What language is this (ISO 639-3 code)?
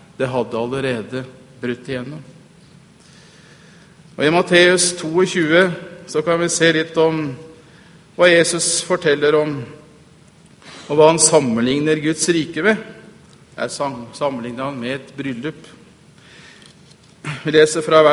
nor